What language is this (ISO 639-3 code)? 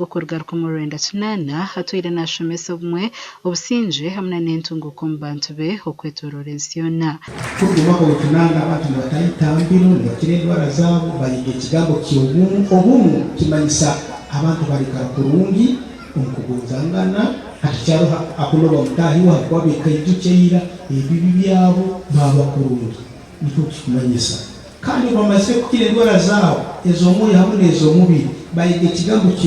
nyn